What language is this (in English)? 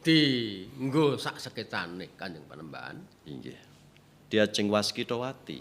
Javanese